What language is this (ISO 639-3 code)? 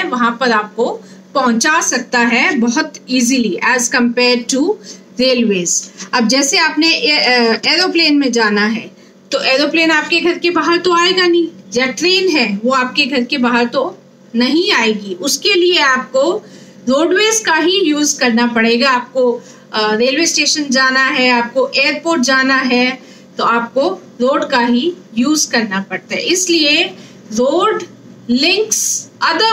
hin